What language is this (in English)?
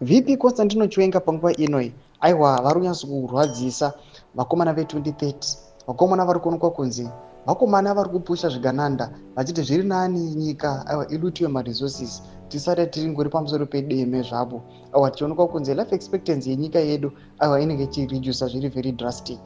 Shona